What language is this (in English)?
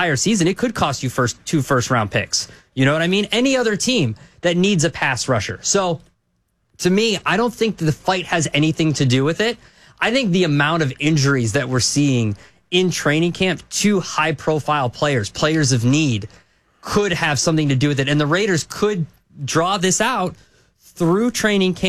English